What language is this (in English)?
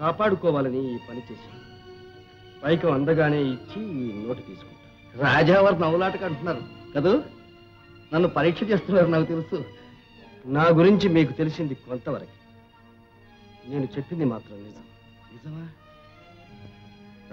Telugu